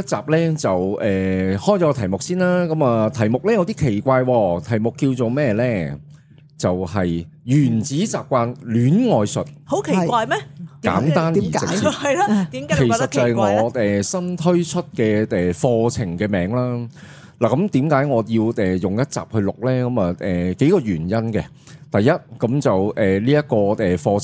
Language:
Cantonese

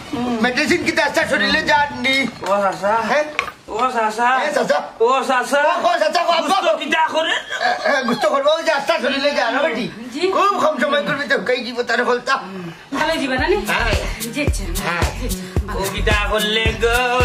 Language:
Sylheti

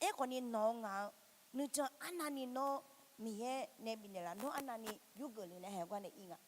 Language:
Akha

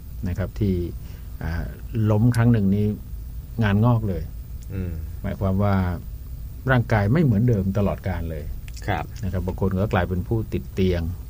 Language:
Thai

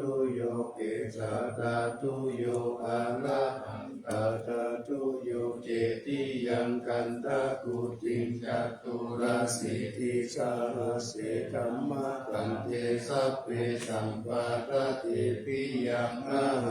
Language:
Pali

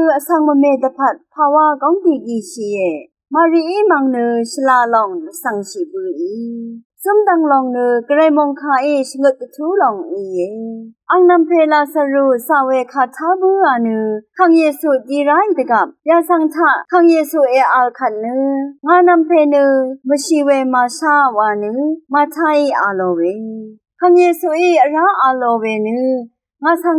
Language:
Rawang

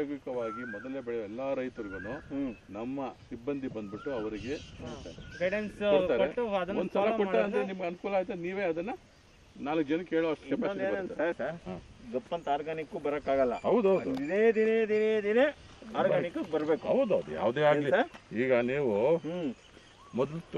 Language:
Kannada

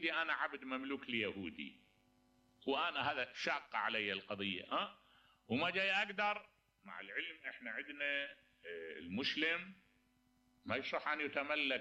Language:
Mesopotamian Arabic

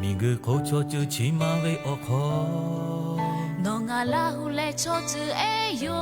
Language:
Lahu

